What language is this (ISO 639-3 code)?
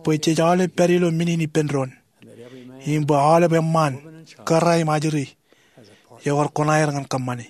mah